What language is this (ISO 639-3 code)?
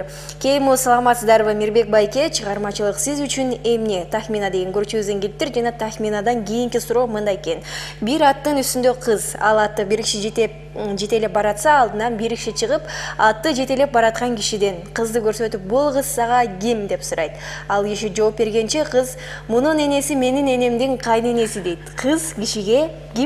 kir